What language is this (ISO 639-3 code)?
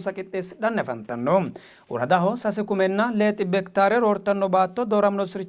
sid